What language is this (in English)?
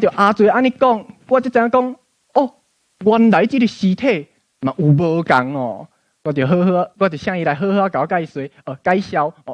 Min Nan Chinese